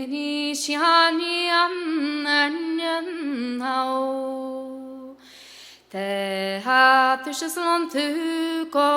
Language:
Irish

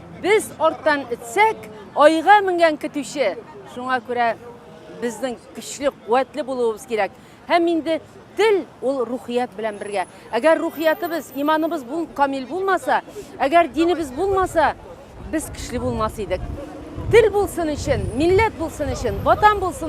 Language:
Tatar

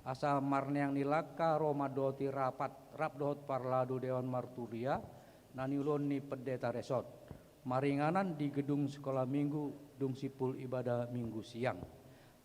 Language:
Batak Toba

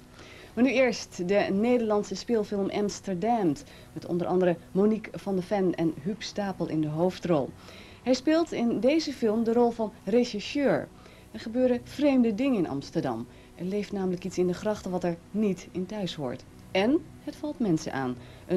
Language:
Dutch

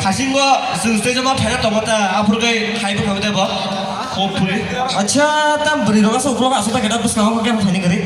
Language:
Kok Borok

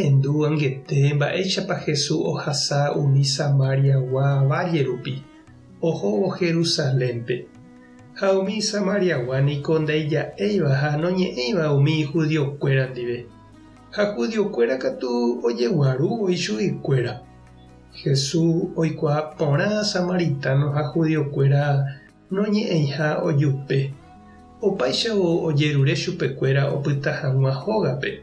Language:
Guarani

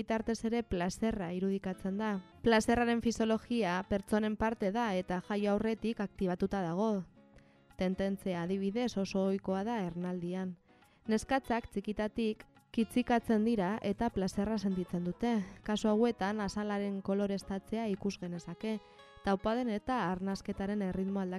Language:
Basque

